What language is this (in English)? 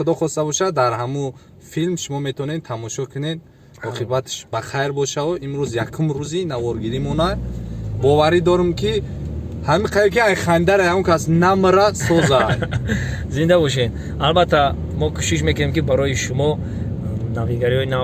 Tajik